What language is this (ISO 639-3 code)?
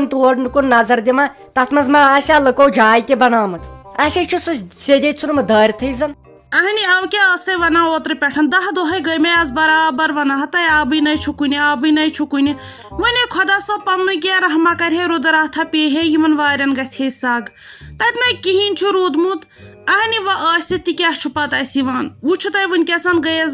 kas